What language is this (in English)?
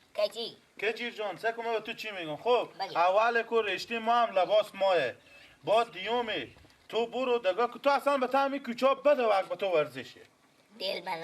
Persian